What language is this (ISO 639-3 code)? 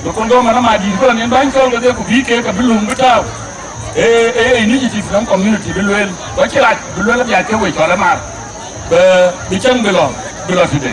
din